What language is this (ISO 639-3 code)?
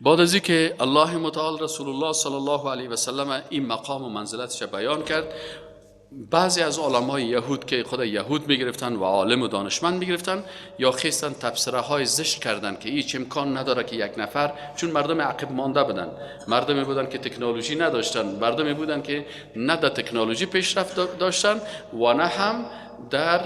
fas